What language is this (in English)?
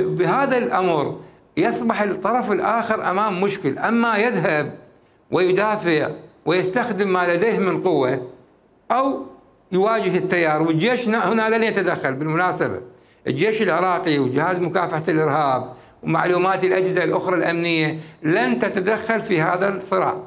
Mesopotamian Arabic